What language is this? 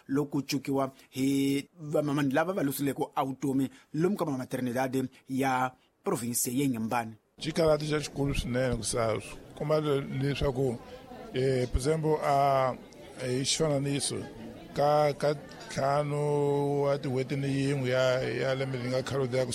Tsonga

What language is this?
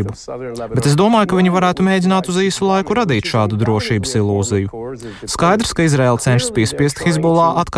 Latvian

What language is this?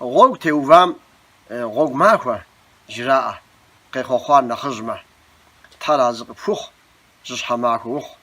Kabardian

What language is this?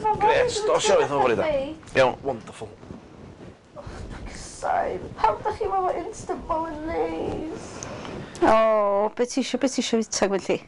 Welsh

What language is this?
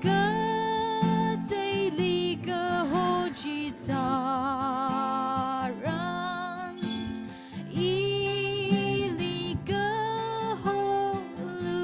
Tangkhul Naga (India)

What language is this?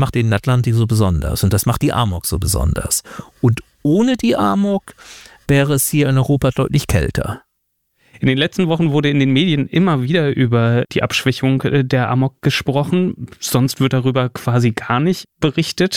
German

